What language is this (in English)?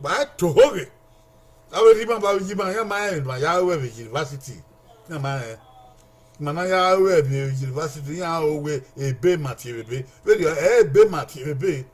Bini